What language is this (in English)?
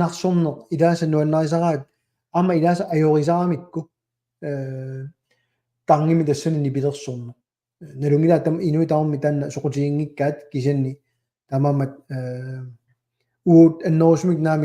Kalaallisut